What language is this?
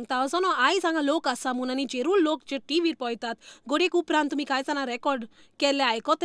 Konkani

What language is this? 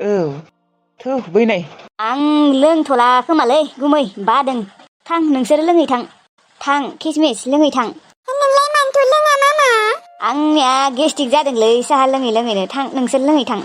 Bodo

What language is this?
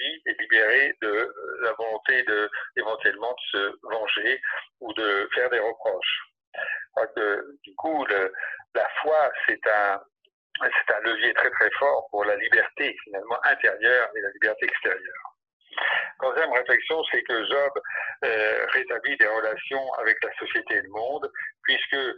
French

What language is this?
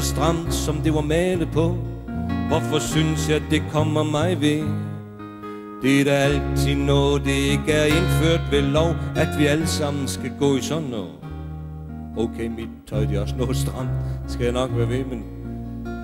Danish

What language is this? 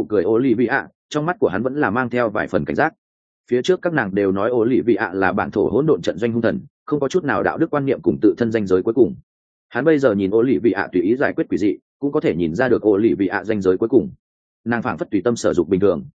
Vietnamese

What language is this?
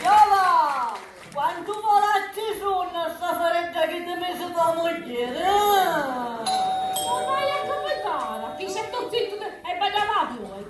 Sicilian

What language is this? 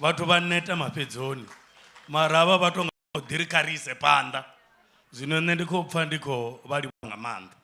Venda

